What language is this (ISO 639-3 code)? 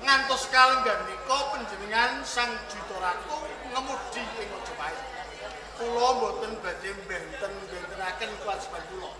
jav